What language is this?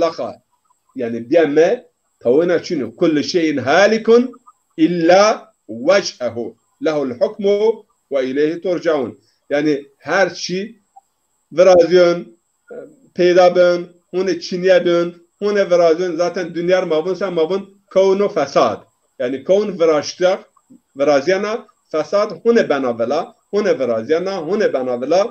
Zaza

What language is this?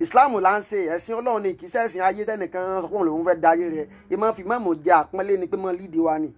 Yoruba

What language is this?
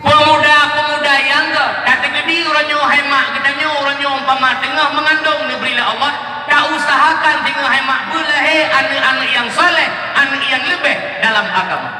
Achinese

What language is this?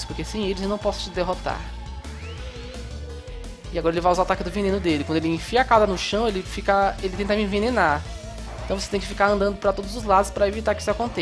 Portuguese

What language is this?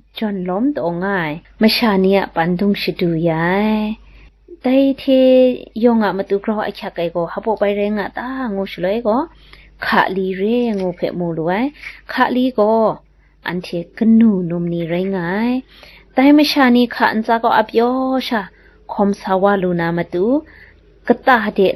Kachin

